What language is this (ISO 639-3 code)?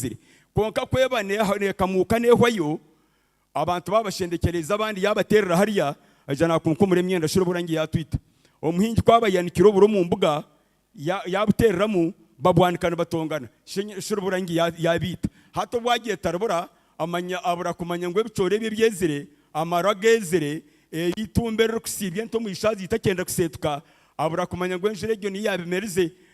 nyn